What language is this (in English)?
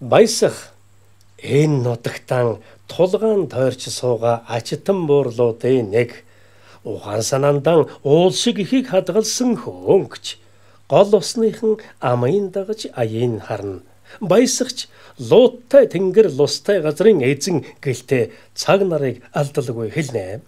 Mongolian